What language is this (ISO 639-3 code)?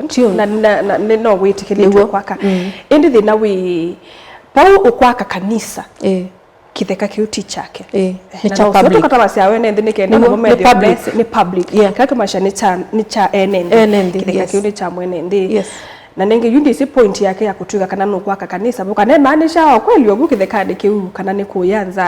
kam